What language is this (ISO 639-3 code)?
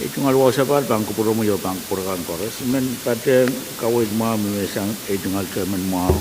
pon